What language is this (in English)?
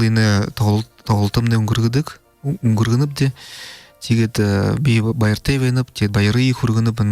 Buriat